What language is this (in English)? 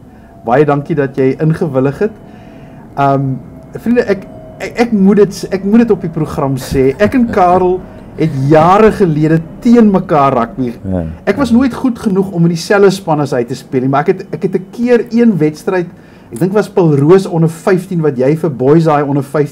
Afrikaans